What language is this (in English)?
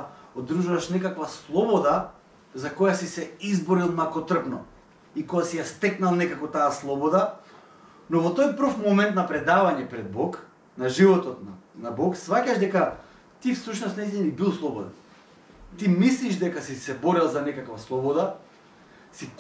Macedonian